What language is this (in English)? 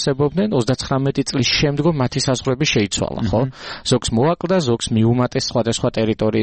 Georgian